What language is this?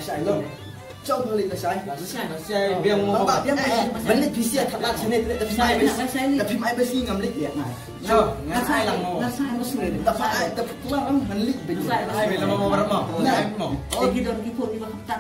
Khasi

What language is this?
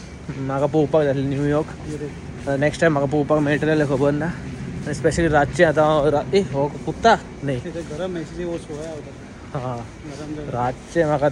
Konkani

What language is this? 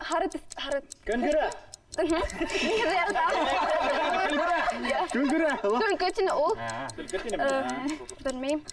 Bashkir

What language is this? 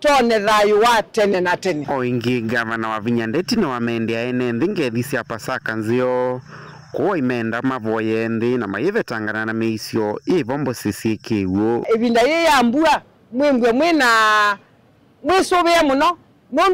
Kamba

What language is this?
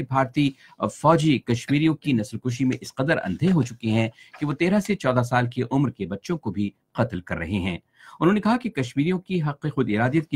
Urdu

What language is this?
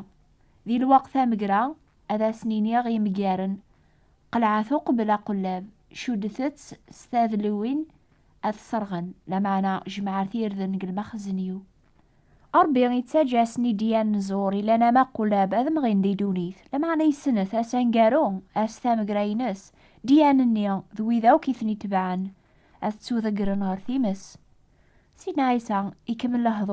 Kabyle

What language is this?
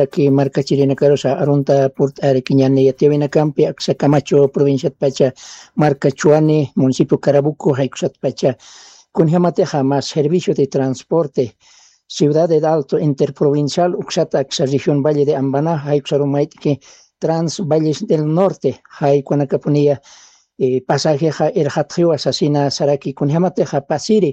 Aymara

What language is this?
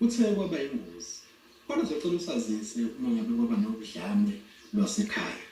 Zulu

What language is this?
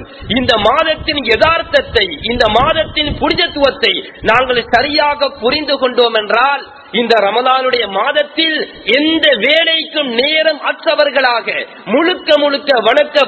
Tamil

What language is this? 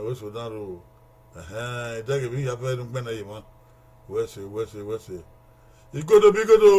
Bini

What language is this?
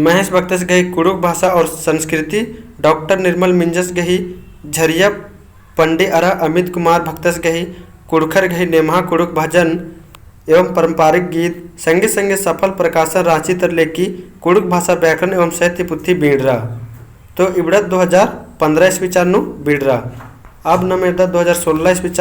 Kurukh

